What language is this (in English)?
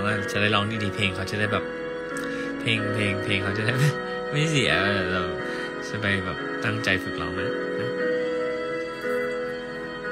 Thai